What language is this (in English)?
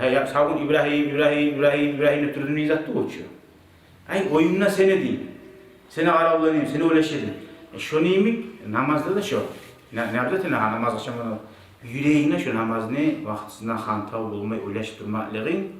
Kumyk